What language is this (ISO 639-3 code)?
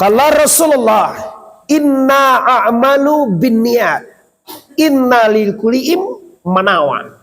min